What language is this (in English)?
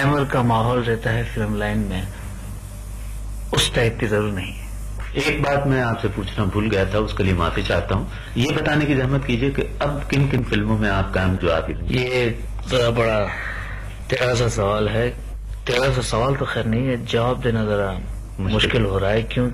Urdu